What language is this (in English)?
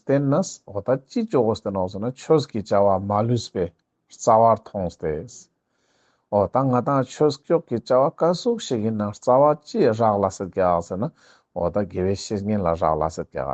Ladakhi